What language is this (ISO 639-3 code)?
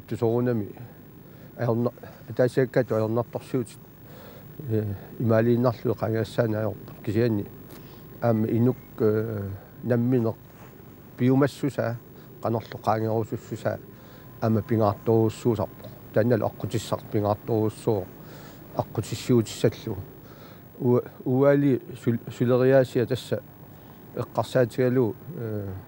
kal